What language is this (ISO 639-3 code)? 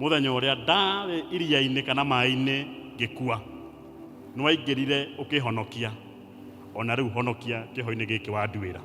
kik